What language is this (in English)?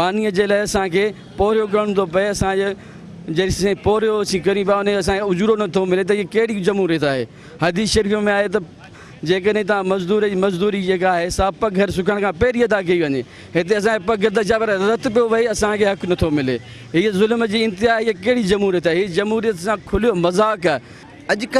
Sindhi